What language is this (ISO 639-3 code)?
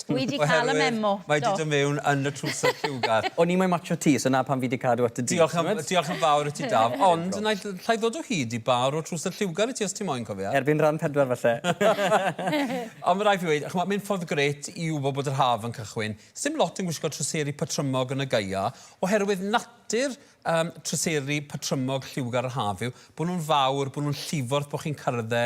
cym